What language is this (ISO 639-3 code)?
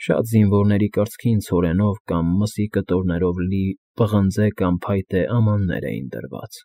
hye